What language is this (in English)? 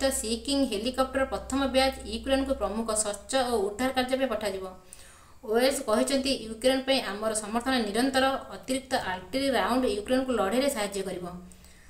Odia